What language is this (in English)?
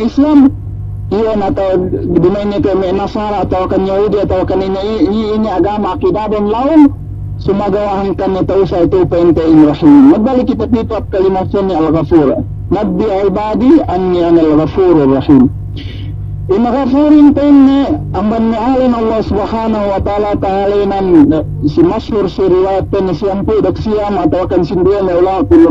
Yakan